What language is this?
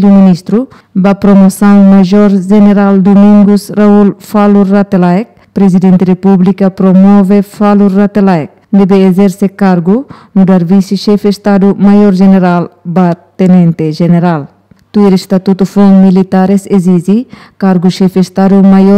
Tetum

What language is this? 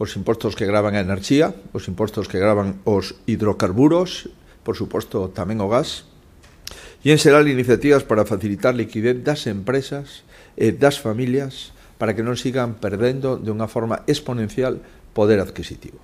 Galician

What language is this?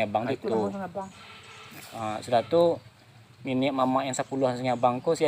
Minangkabau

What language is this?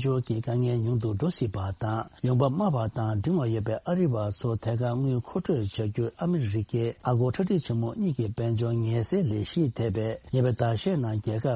Tibetan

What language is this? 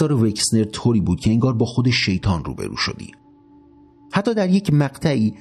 Persian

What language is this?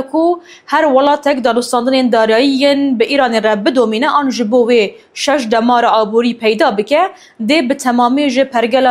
Kurdish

